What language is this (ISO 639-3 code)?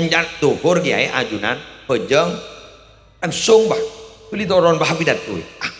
mad